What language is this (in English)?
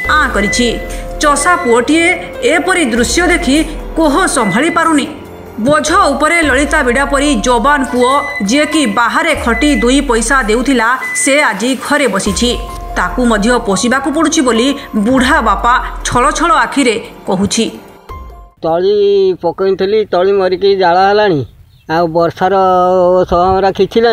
Odia